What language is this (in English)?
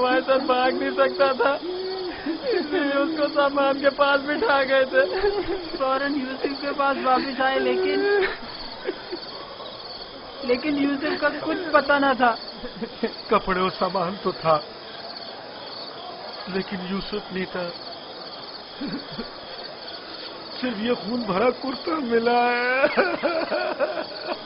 Urdu